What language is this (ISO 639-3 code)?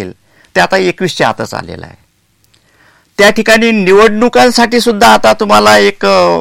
mar